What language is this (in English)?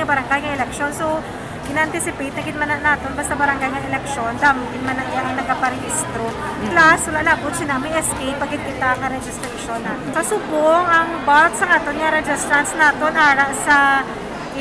Hiligaynon